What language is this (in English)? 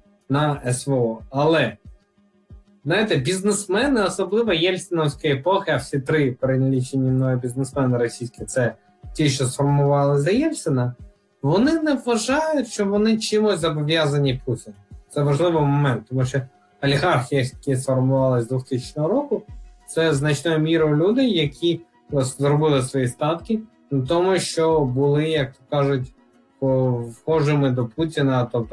Ukrainian